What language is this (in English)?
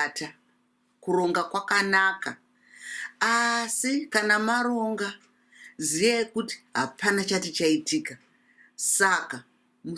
Shona